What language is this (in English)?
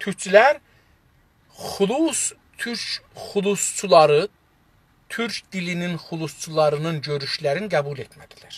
South Azerbaijani